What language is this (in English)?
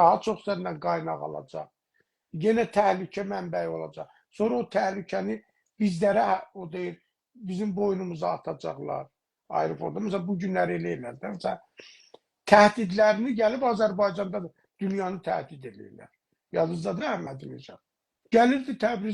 South Azerbaijani